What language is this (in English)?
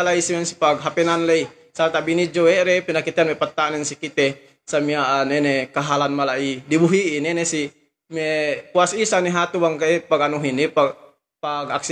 Yakan